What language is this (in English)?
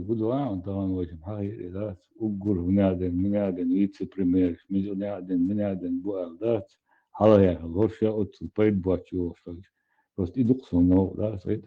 Chechen